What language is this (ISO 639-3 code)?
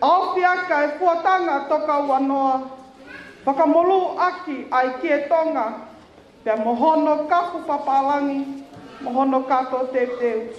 ton